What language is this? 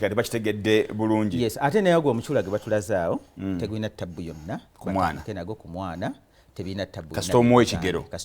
Ganda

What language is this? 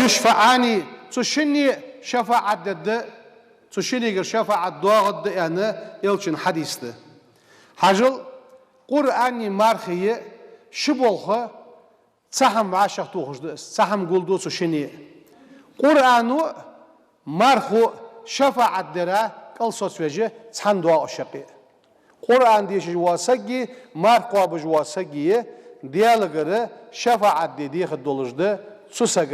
Ingush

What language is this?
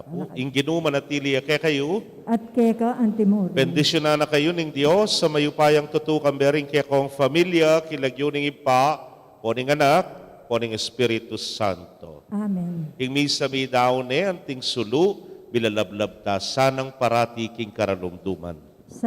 Pampanga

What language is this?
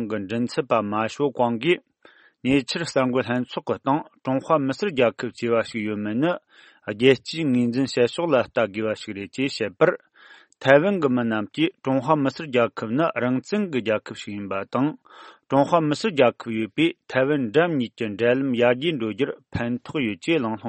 Tibetan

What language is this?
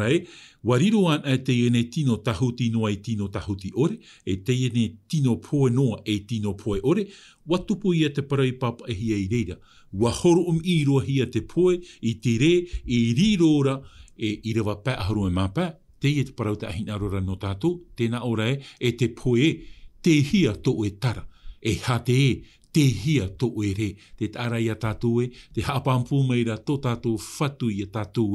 Tahitian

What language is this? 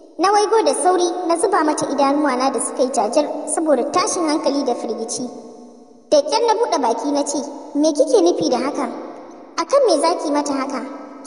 Hausa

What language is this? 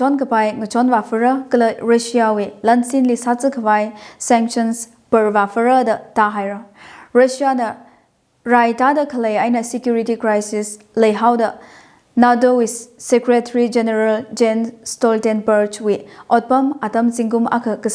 Tangkhul Naga (India)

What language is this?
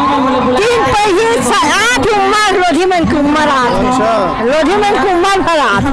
Chhattisgarhi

